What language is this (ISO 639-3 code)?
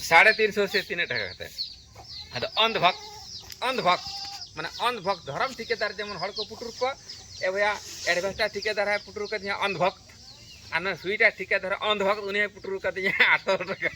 sat